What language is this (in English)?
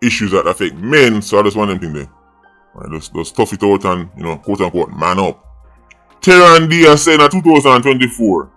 Jamaican Creole English